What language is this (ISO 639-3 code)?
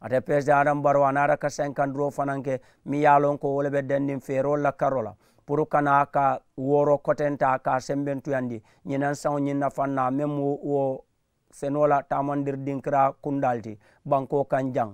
man